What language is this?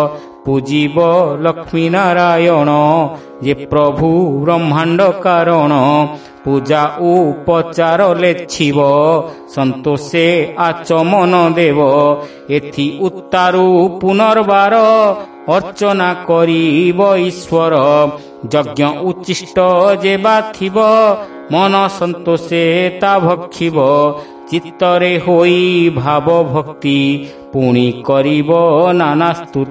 Odia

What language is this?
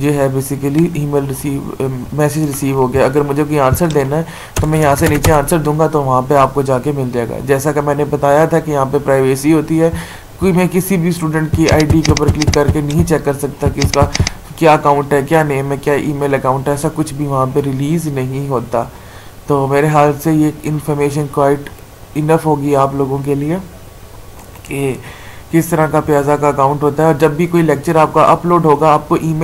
Hindi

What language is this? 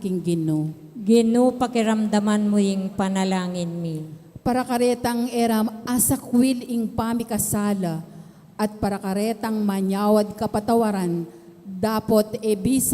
Pampanga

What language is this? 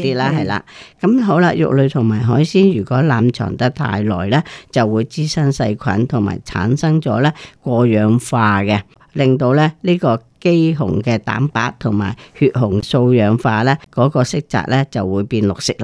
Cantonese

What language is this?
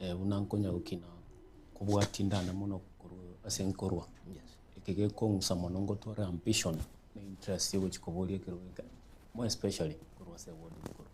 Gusii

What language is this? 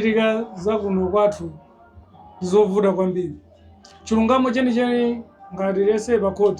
Nyanja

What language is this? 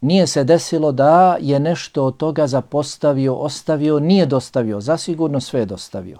Bosnian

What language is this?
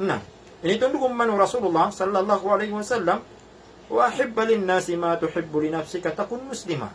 Maranao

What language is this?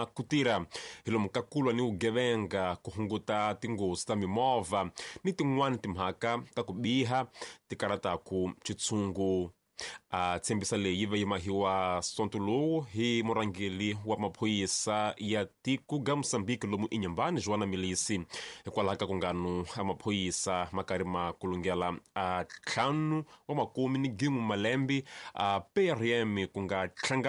Tsonga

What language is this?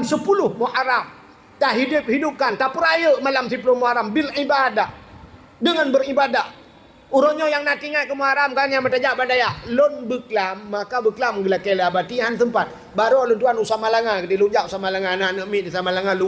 Achinese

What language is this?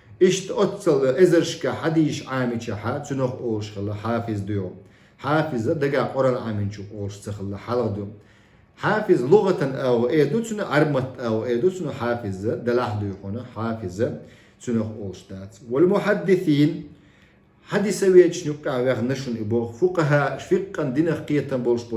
Chechen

